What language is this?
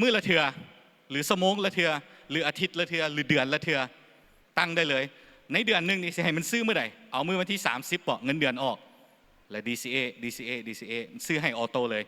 Lao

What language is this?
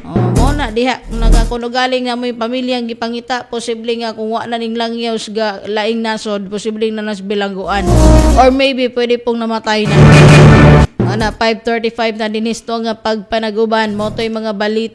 Cebuano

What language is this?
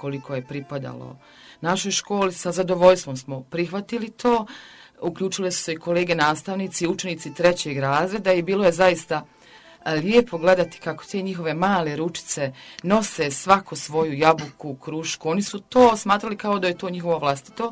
Croatian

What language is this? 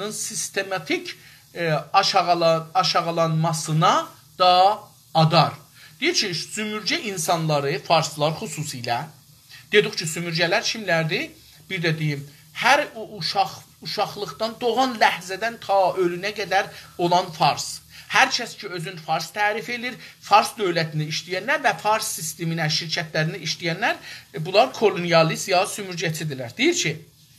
South Azerbaijani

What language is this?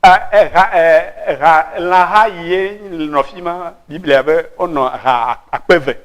Ewe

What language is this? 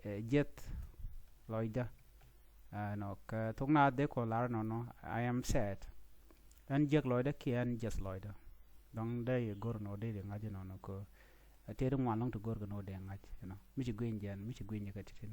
Nuer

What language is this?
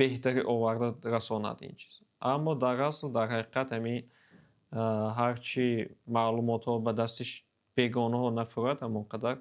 Tajik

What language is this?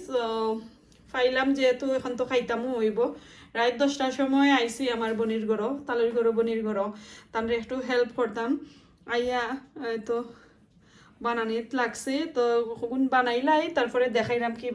Sylheti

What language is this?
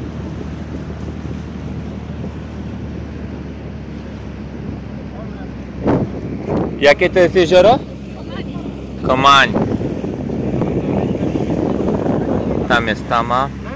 Polish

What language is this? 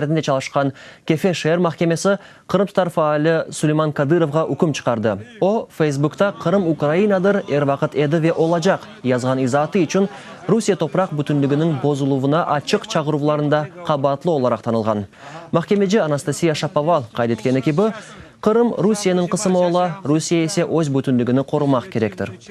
Crimean Tatar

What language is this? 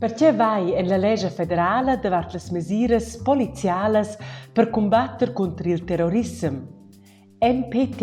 Romansh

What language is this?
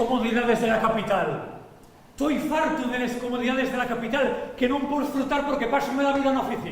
Asturian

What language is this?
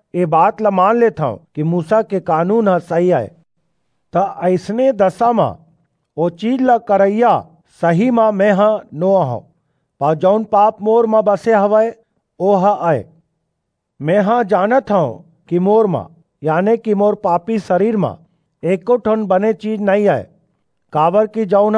Chhattisgarhi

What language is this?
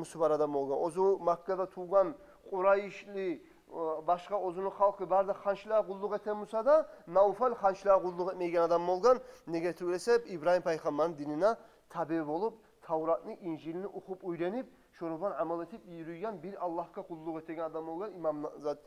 Kumyk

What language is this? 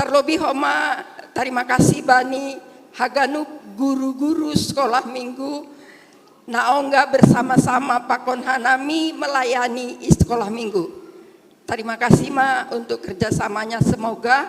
Batak Simalungun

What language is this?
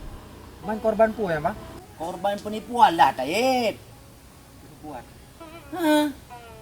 Achinese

